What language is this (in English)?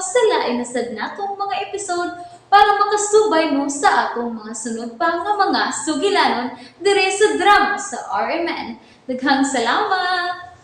Cebuano